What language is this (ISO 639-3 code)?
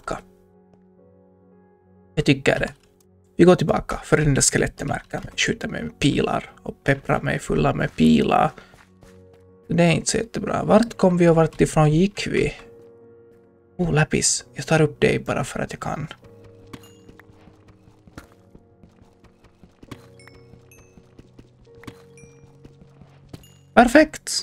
swe